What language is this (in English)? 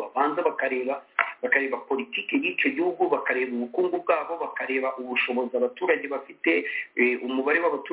Kinyarwanda